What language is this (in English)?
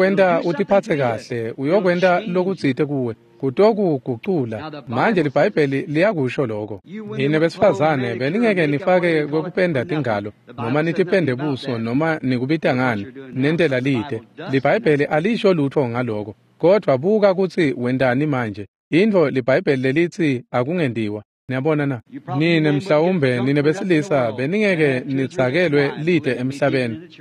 Swati